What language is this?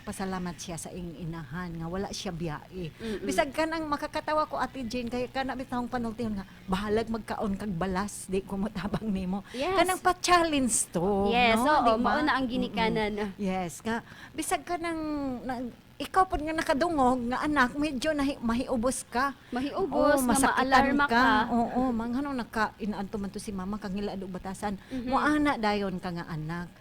Cebuano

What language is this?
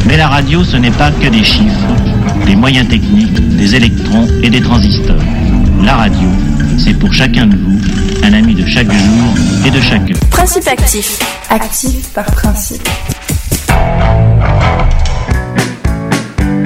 French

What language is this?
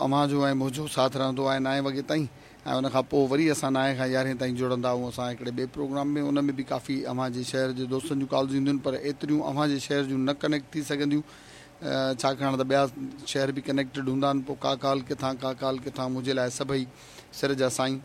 Sindhi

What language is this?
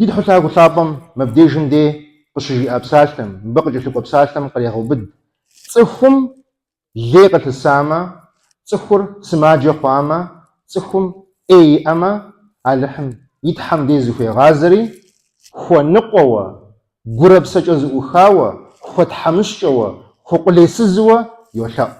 Kabardian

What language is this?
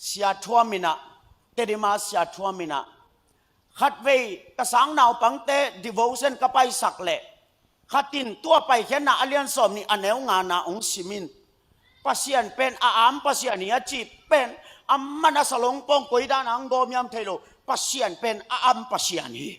Tedim Chin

